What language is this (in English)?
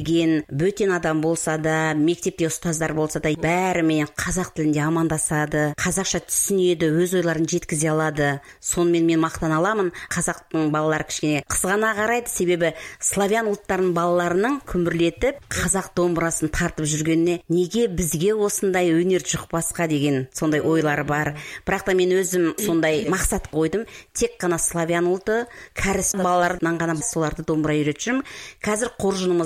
Kazakh